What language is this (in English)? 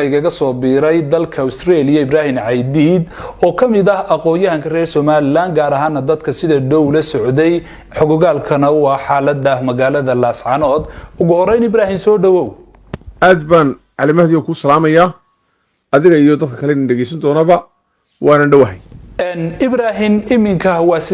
Somali